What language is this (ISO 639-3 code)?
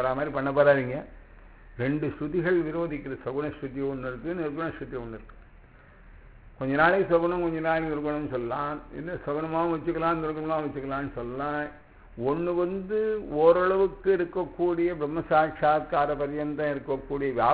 tam